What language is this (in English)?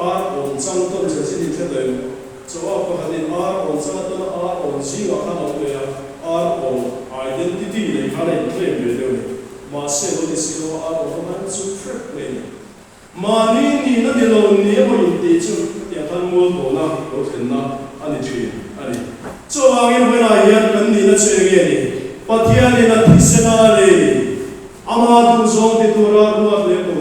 Mizo